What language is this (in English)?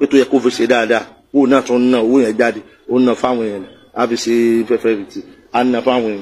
Yoruba